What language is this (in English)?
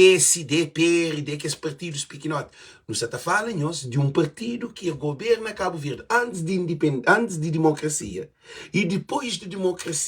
Kabuverdianu